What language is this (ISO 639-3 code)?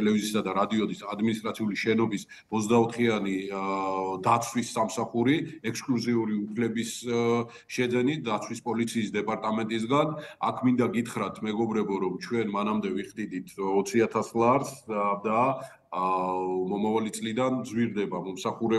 kat